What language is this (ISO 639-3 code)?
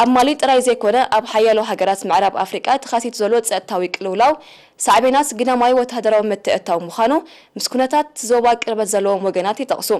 tir